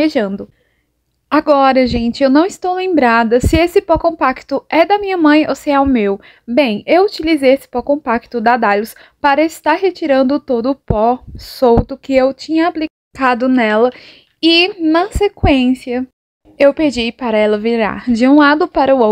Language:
Portuguese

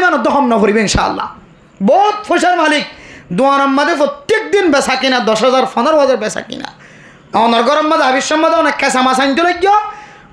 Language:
Rohingya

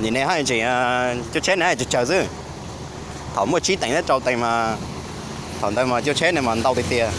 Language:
Hmong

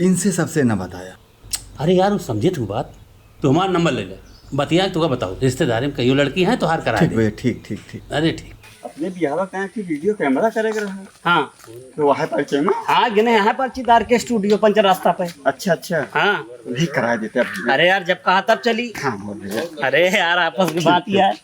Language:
Awadhi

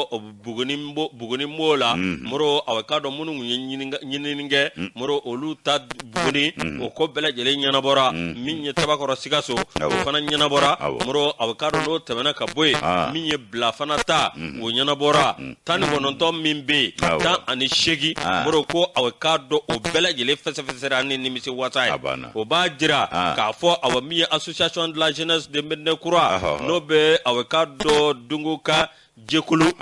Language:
Bambara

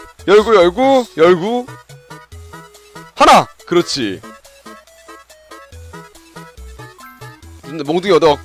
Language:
Korean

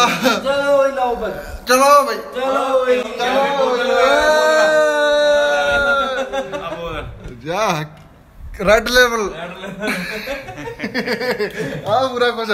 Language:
Punjabi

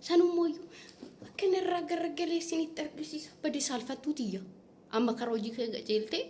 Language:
Oromo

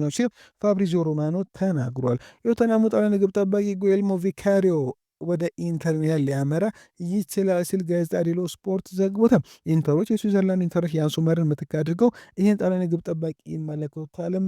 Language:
Amharic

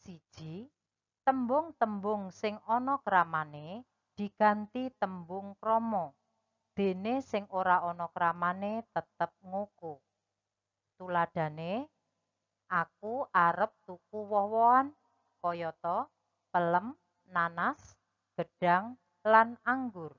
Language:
Javanese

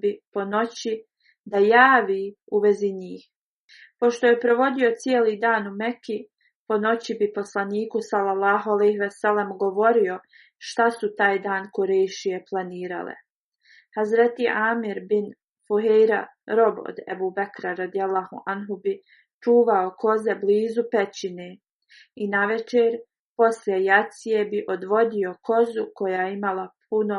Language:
Bosnian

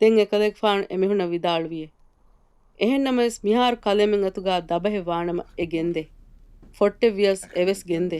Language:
Divehi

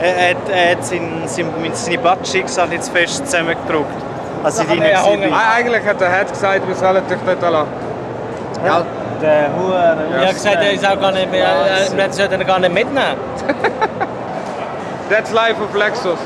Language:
Swiss German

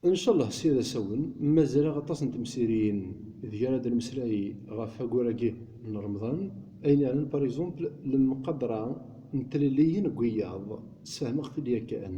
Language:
Kabyle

